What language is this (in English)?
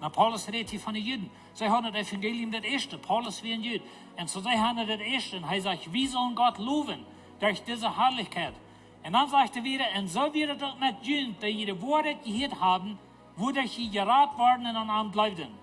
Plautdietsch